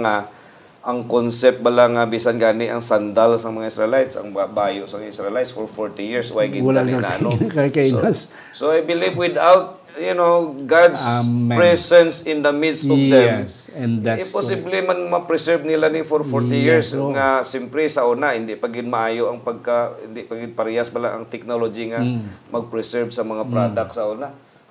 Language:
Hiligaynon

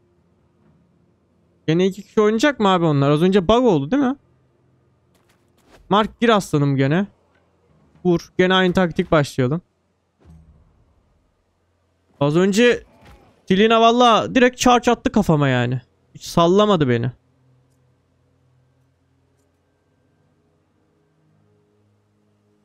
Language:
Turkish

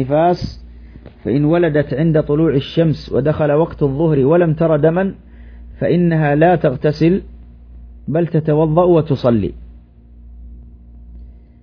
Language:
Arabic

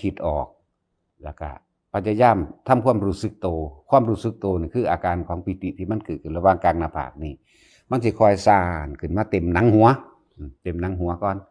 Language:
Northeastern Thai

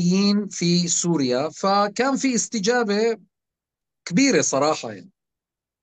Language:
North Levantine Arabic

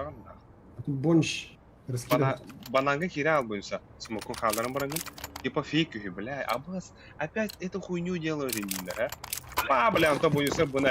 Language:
Yakut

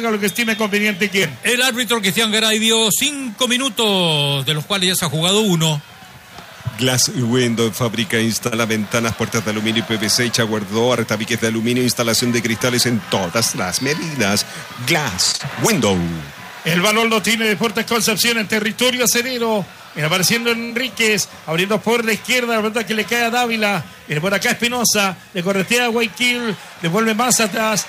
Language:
Spanish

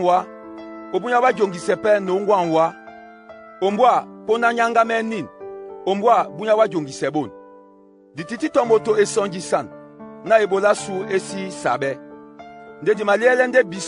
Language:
Duala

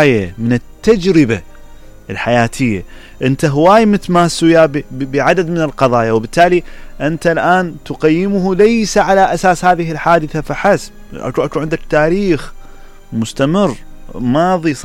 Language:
Mesopotamian Arabic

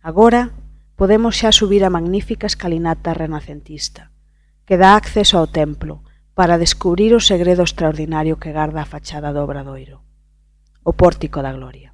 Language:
Galician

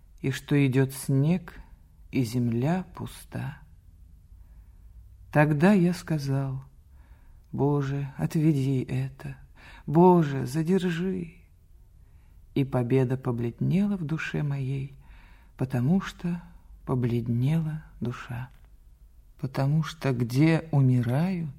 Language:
Russian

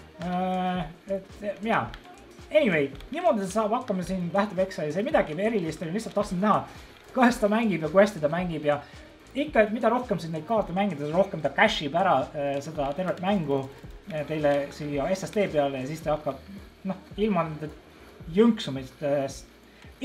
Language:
Estonian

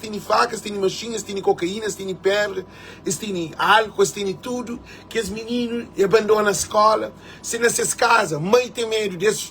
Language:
Kabuverdianu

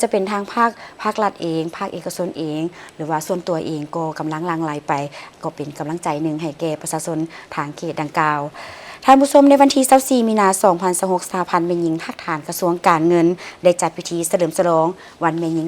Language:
Lao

